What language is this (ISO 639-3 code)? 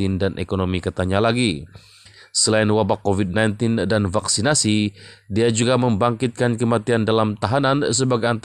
msa